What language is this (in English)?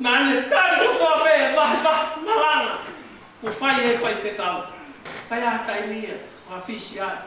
Tongan